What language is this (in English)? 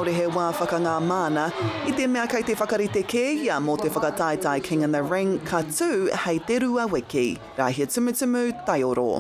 Māori